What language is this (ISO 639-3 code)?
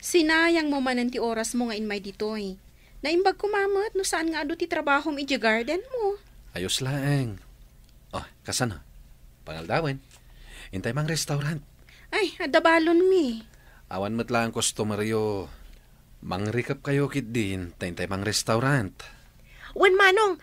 ilo